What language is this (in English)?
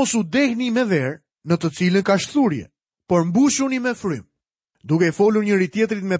Albanian